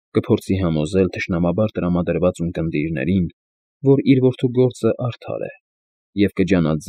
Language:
Armenian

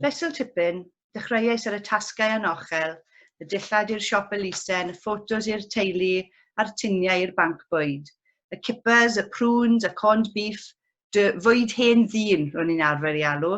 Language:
Welsh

